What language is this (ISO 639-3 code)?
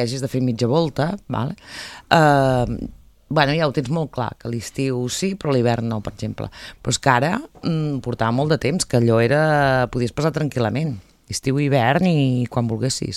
cat